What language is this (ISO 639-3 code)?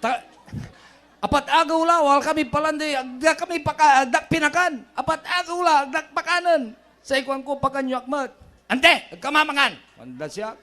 pag